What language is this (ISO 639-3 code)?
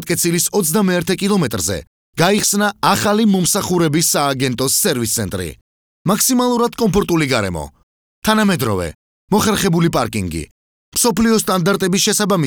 kat